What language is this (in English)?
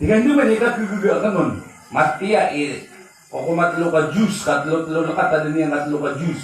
Maranao